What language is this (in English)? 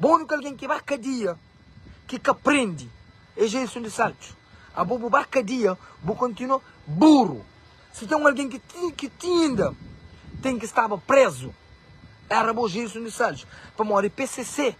Kabuverdianu